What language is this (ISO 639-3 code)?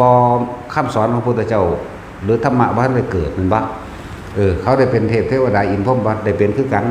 tts